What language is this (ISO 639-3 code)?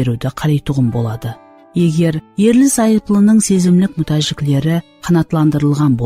kaa